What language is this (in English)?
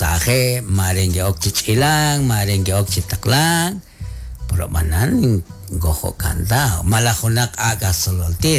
Kekchí